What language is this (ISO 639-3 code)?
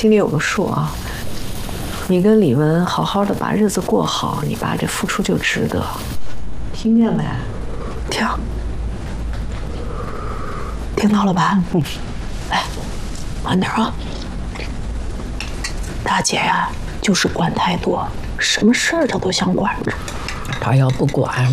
zho